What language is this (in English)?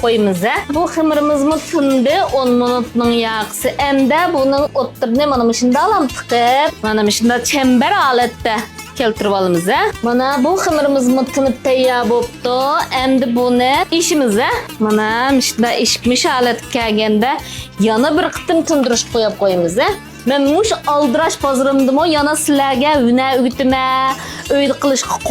Uyghur